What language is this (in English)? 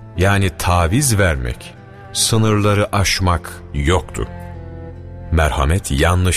Turkish